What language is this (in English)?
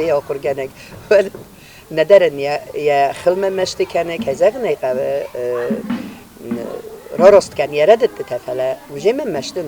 Ossetic